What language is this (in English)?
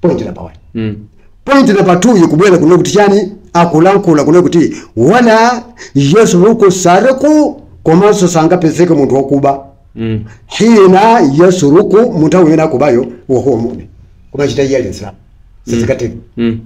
Nyanja